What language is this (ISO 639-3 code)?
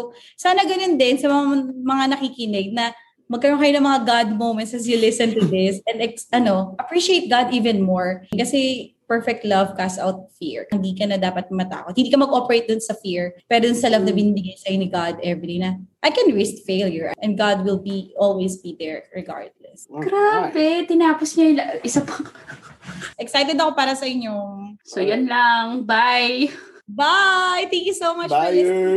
fil